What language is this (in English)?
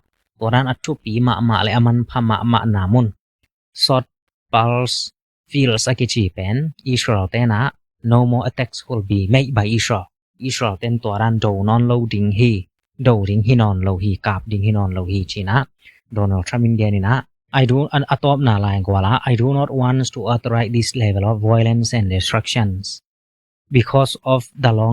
Tedim Chin